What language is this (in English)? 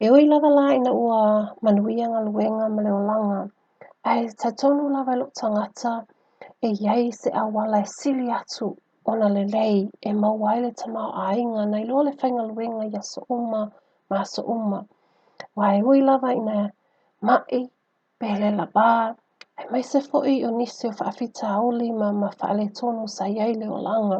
Samoan